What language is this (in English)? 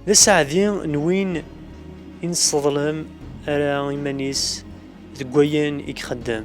Kabyle